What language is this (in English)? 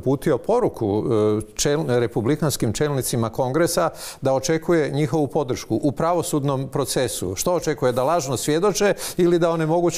Croatian